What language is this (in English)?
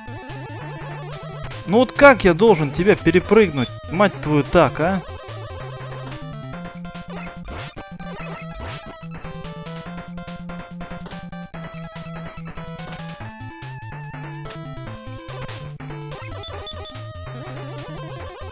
Russian